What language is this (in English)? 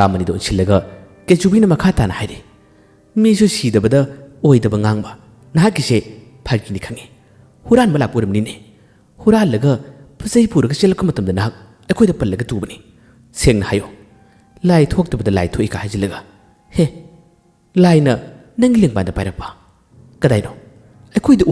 Manipuri